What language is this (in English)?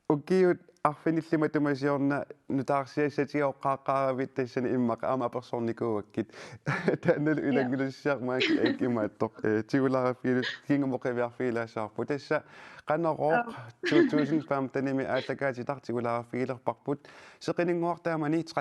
Kalaallisut